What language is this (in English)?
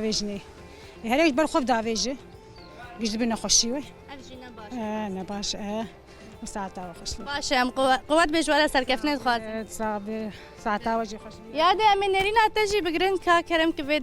Kurdish